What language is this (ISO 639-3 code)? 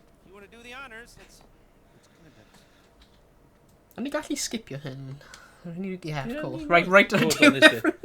cym